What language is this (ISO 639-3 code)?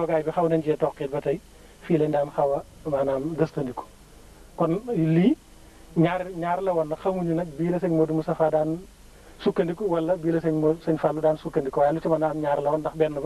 wol